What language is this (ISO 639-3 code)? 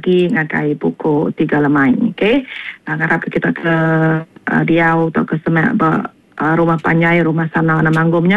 iba